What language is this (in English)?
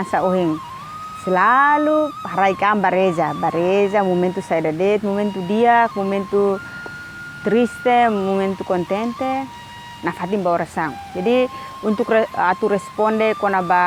Tetum